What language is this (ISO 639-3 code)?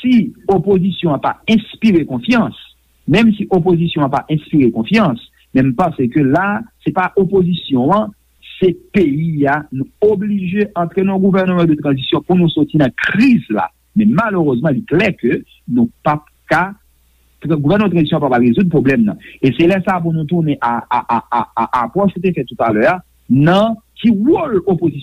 hat